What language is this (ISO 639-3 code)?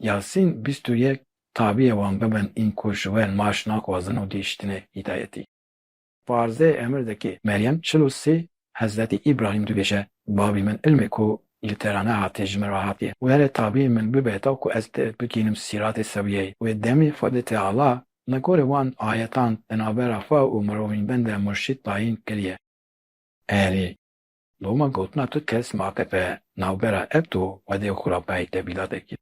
kur